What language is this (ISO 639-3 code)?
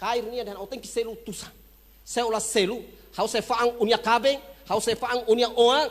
tet